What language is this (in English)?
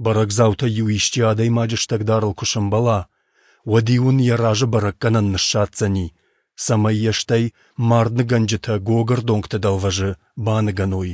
Ossetic